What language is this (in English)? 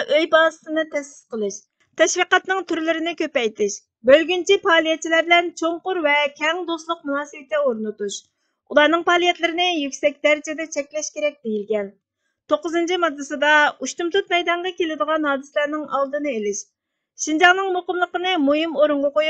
Uyghur